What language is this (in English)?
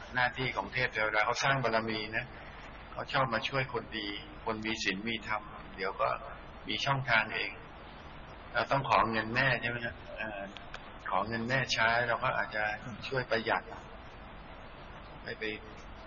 Thai